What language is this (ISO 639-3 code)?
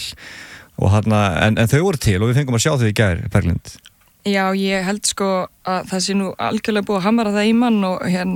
isl